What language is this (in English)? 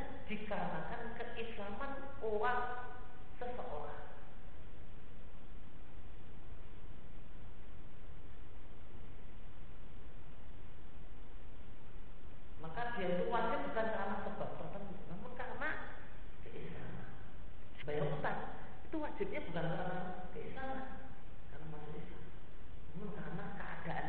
Indonesian